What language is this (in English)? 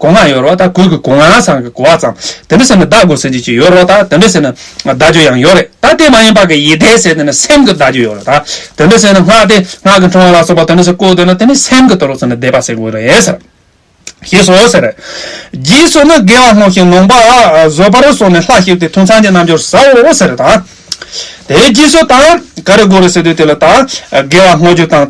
Tibetan